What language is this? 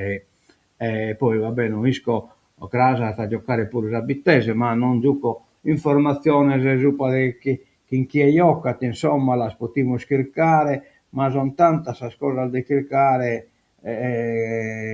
Sardinian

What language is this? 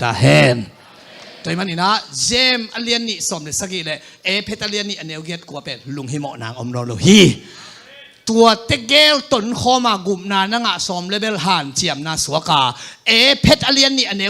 Tedim Chin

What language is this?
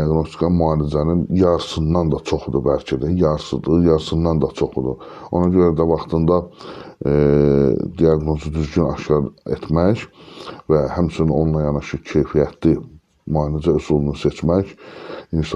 Azerbaijani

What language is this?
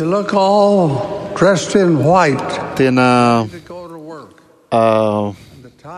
Malagasy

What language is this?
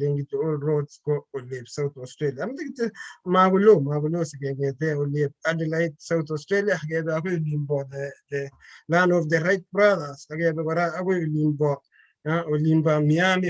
Kalenjin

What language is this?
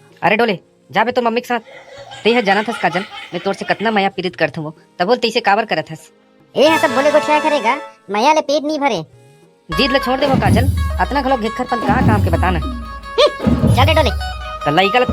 Chhattisgarhi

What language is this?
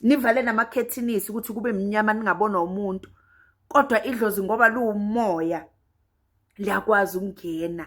Zulu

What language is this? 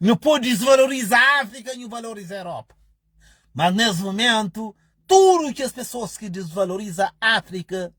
Kabuverdianu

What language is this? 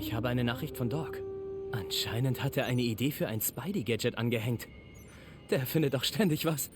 Bavarian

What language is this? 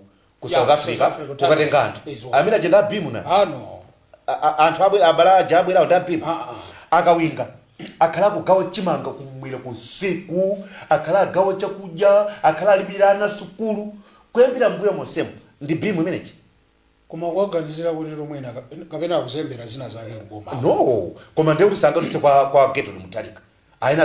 Nyanja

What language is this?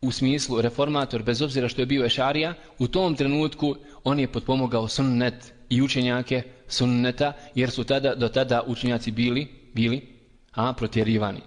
Bosnian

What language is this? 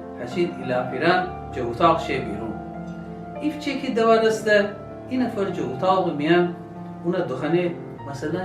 Gilaki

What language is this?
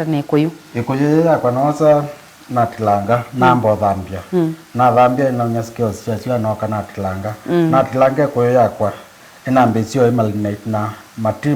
Kamba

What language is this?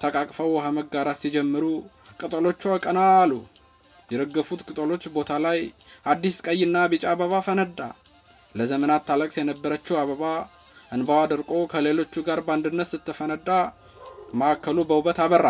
Amharic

